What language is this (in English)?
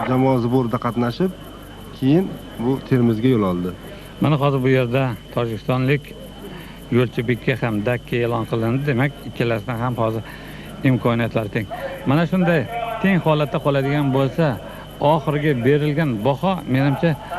Uzbek